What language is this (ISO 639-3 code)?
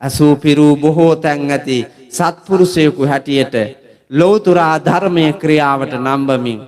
sin